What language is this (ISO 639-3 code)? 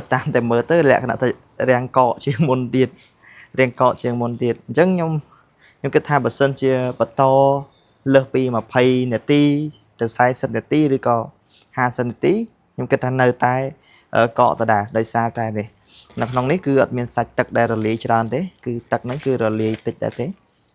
khm